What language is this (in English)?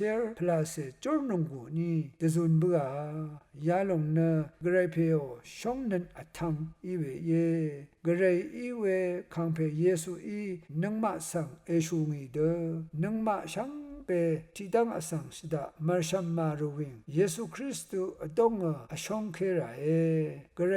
Rawang